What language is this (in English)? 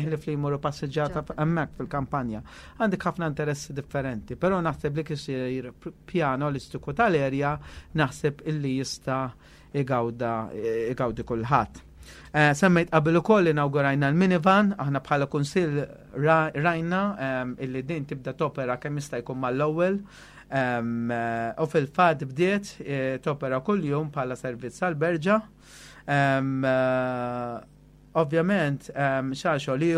Maltese